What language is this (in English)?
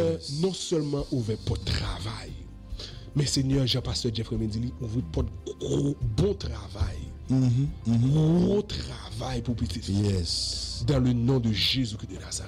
French